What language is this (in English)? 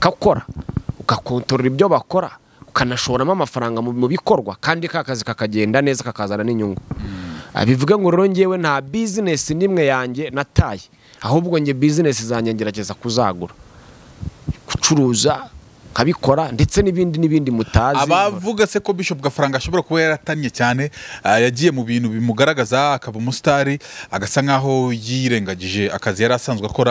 Kinyarwanda